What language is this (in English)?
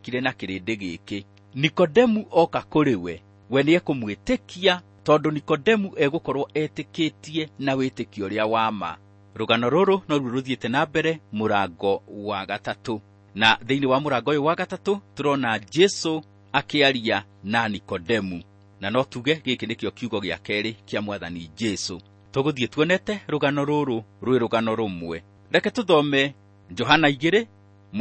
Kikuyu